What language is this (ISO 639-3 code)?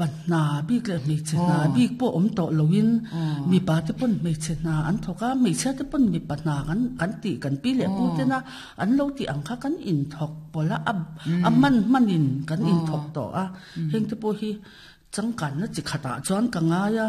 lus